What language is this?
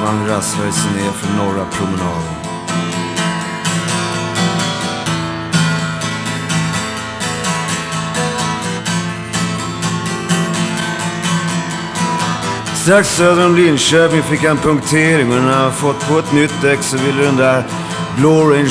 Swedish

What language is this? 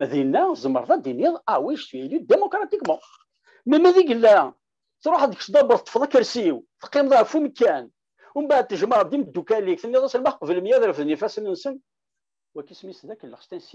Kabyle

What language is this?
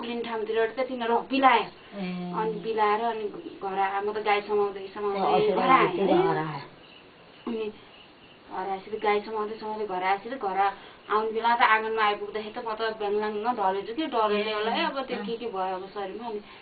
Nepali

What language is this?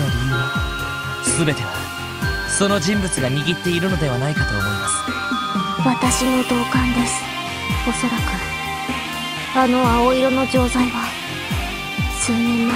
Japanese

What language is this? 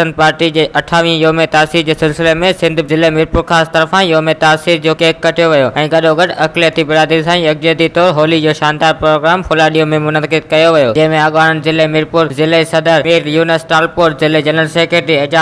Sindhi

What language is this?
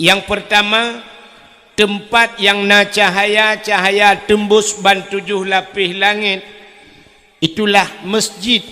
Achinese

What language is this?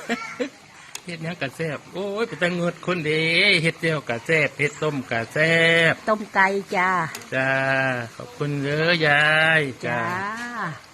Lao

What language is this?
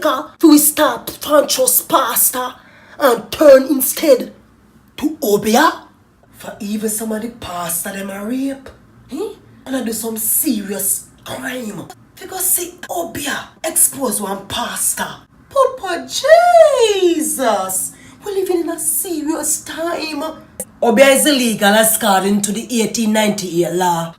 Jamaican Creole English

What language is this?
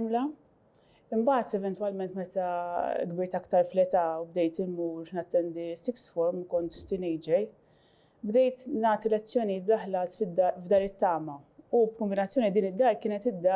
Maltese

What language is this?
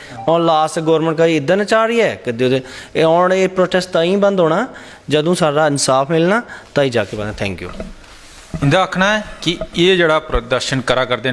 Dogri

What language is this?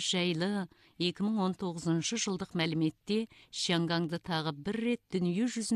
Kazakh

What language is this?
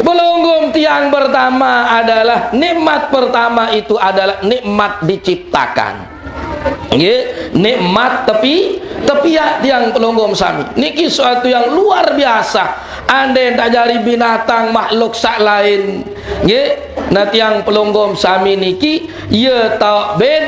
Sasak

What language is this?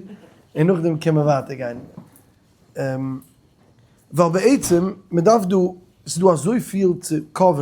Yiddish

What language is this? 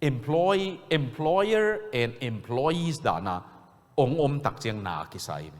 Tedim Chin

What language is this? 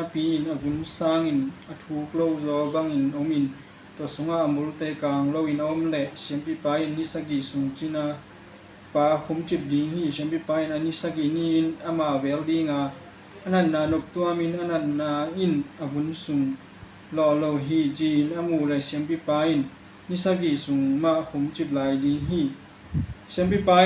Tedim Chin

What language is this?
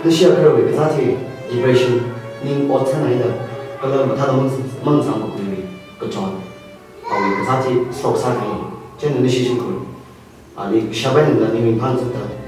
Tangkhul Naga (India)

